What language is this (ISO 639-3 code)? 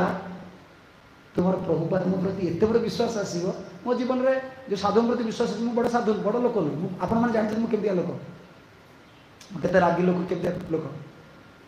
ori